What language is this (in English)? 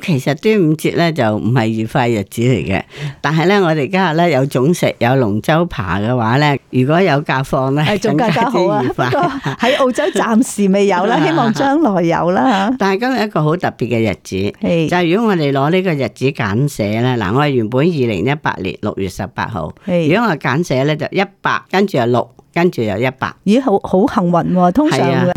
Cantonese